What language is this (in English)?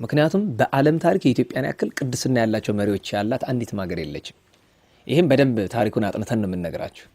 Amharic